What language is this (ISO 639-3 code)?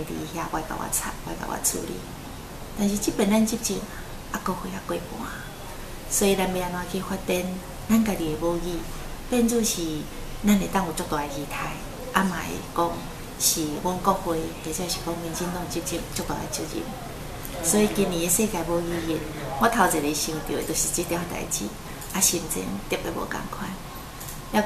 nan